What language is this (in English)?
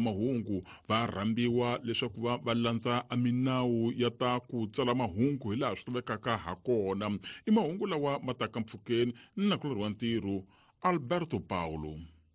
Tsonga